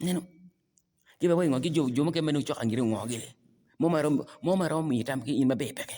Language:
Acoli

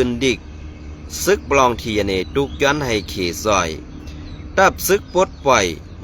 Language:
Shan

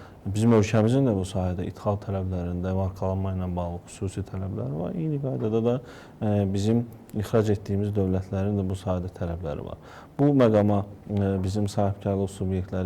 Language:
Azerbaijani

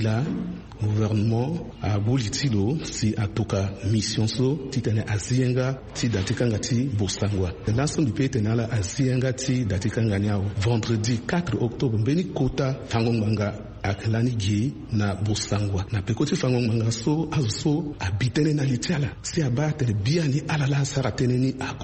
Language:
Sango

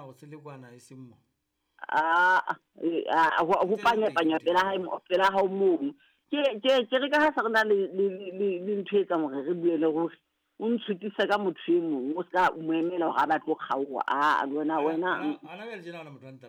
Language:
Southern Sotho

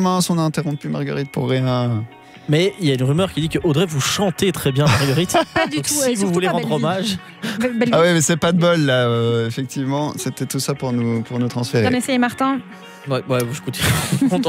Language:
French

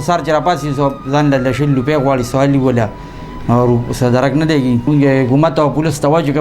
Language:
Pashto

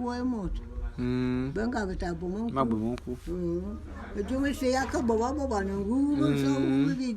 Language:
Bulu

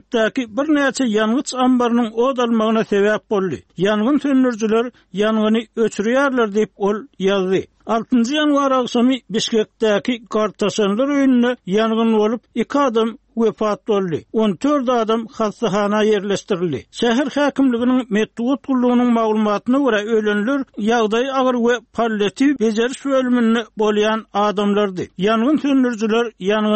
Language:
Turkmen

